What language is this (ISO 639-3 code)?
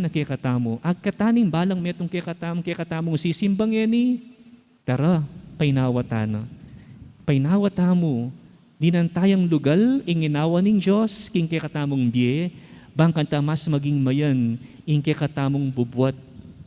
pam